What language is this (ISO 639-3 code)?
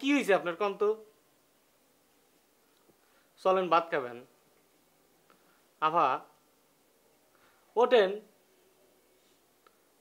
ben